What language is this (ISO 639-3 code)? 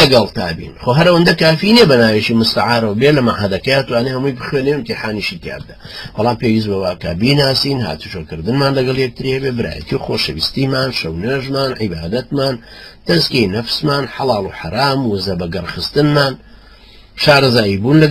ckb